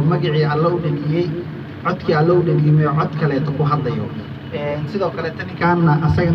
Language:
Somali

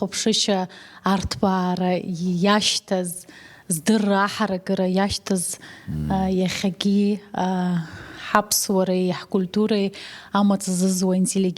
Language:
Abkhazian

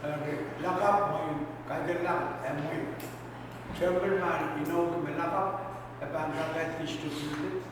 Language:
Pohnpeian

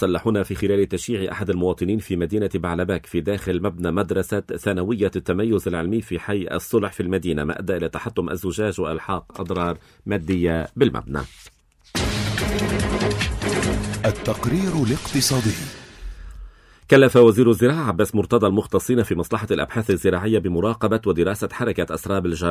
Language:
Arabic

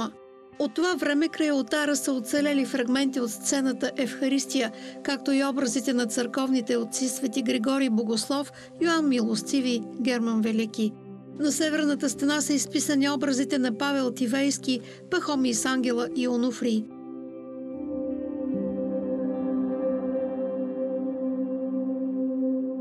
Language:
Bulgarian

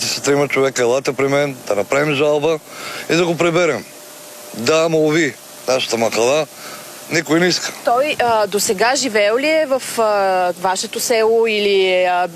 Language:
Bulgarian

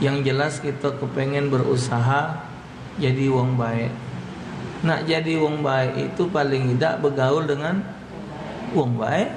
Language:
Musi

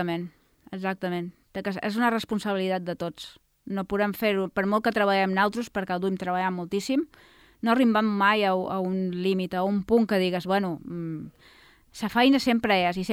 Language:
Catalan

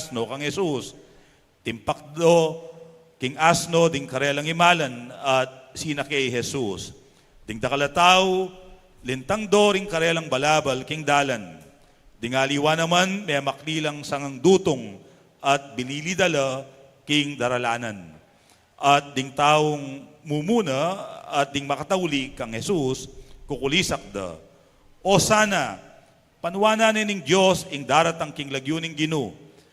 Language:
Pampanga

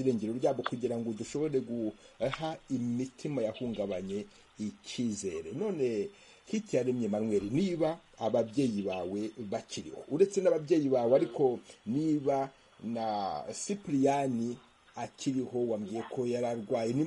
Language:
Kinyarwanda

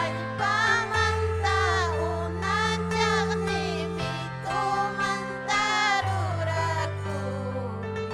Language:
Ayacucho Quechua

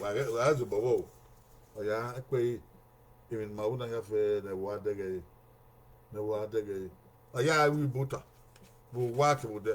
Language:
Bini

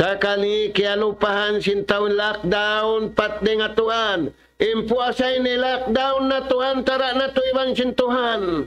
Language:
Tausug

